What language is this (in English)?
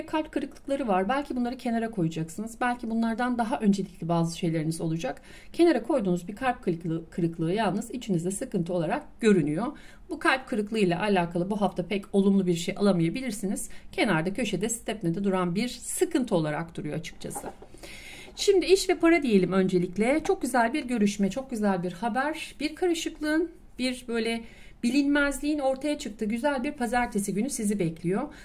Turkish